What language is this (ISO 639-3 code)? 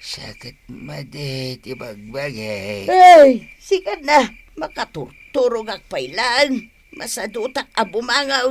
ilo